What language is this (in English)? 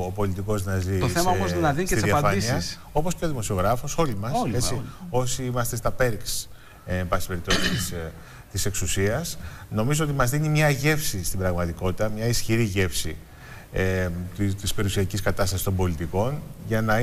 Greek